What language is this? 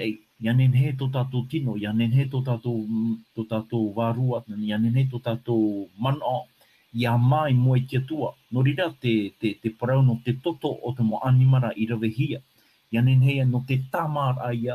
Tahitian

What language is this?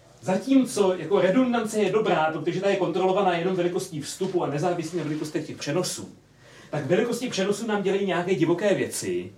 Czech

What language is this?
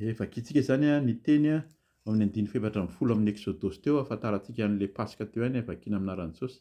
Malagasy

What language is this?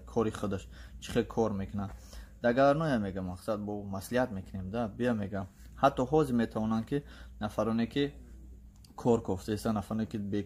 Tajik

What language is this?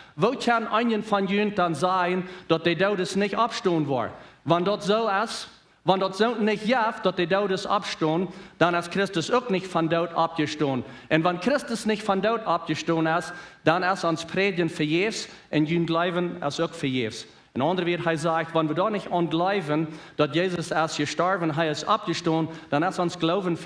Plautdietsch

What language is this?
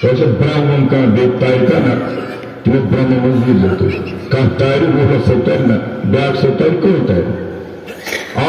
Kashmiri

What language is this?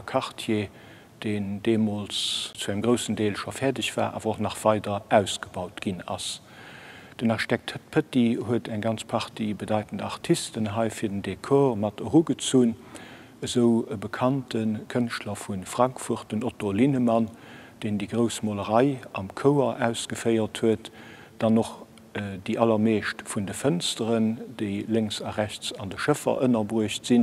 Luxembourgish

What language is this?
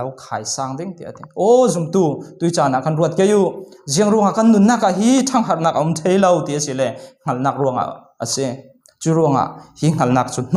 Falam Chin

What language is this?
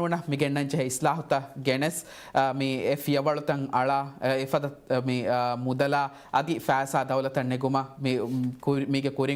Divehi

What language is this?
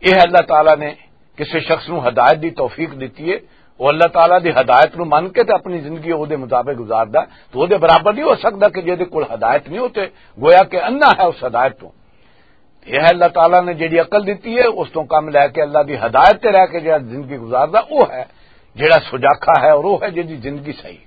Western Panjabi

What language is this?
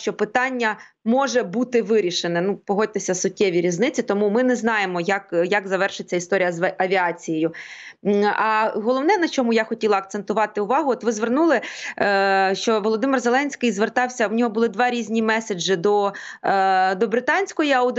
Ukrainian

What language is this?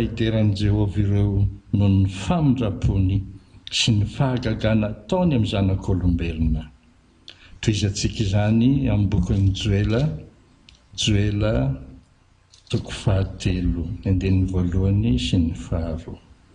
Malagasy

